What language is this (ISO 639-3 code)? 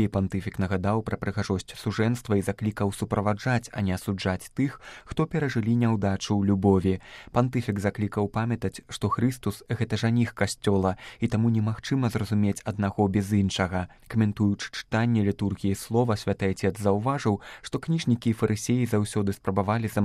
bel